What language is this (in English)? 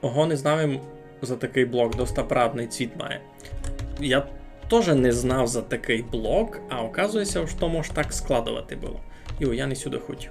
Rusyn